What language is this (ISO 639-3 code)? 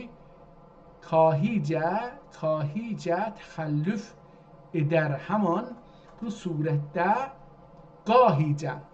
azb